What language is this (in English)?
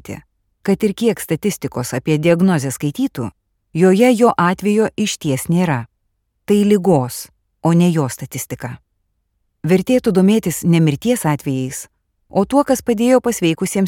Lithuanian